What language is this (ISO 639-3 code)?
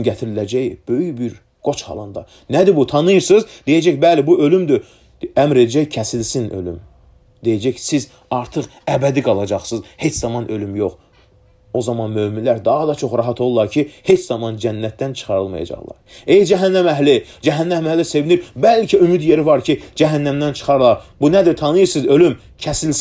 aze